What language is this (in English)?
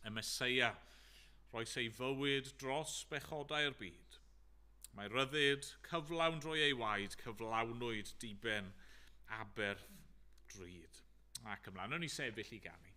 Welsh